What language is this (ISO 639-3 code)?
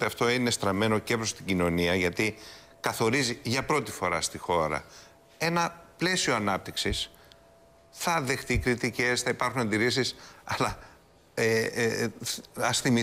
ell